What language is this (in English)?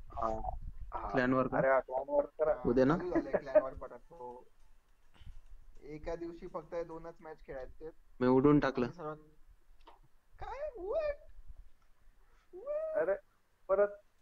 Marathi